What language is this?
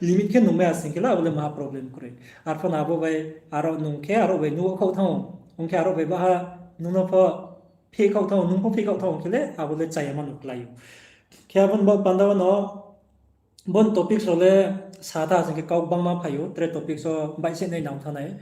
Riang (India)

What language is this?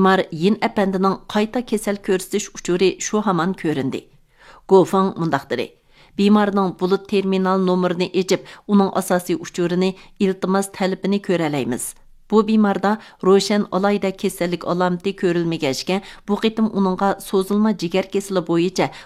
Uyghur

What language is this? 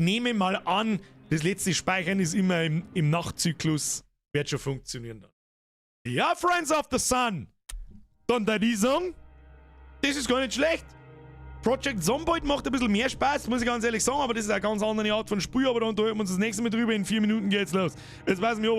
Bavarian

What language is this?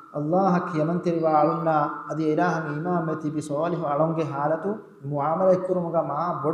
Divehi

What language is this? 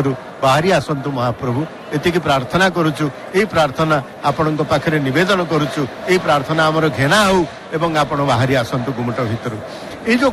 Odia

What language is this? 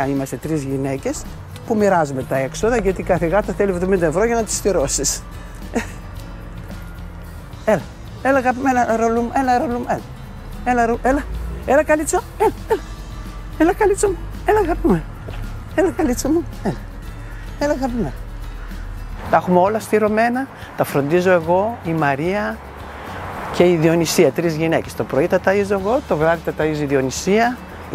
Greek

